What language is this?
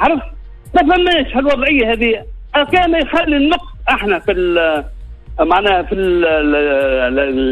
Tunisian Arabic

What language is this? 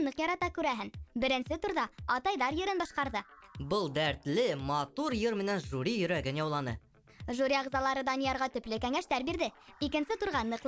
Bashkir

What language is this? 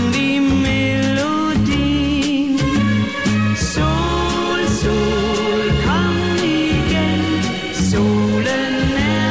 Danish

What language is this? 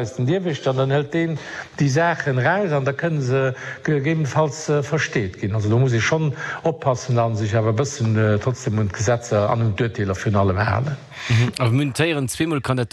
Luxembourgish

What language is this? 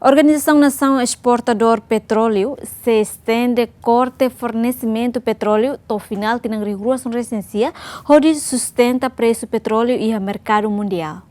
Tetum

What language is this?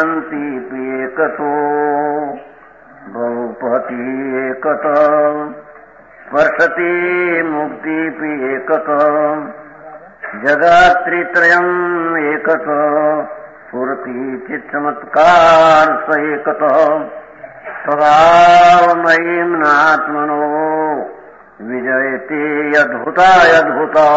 Gujarati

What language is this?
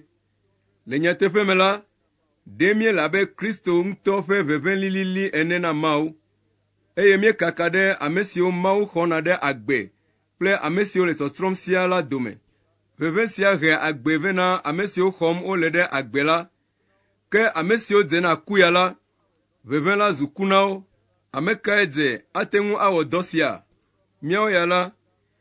Ewe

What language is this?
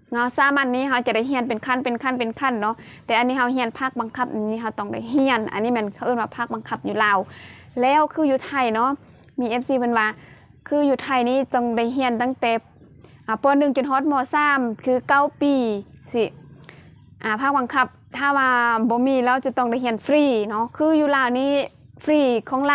Lao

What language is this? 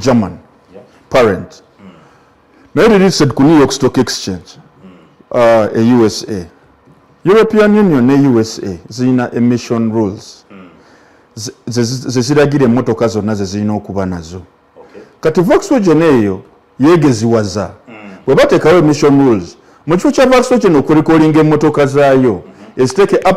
Ganda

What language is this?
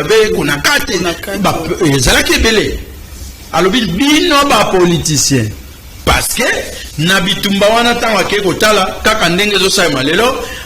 Lingala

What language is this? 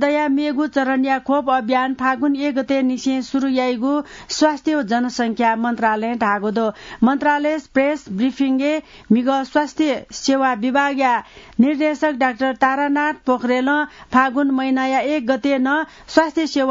Newari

